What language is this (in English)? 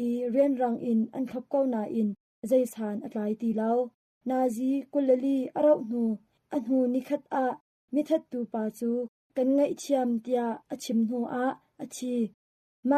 Hakha Chin